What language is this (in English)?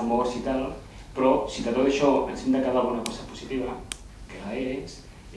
Catalan